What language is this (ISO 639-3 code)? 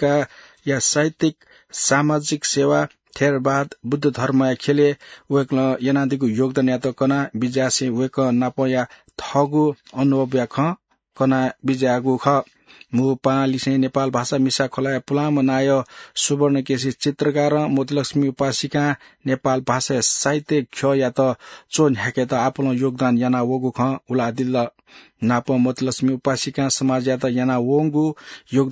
new